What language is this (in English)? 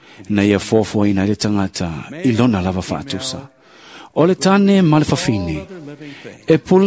Samoan